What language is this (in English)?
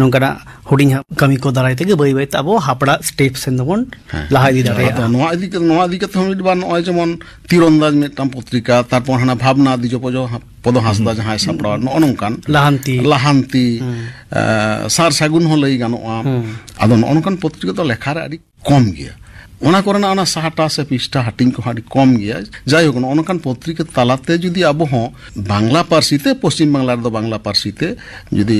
Santali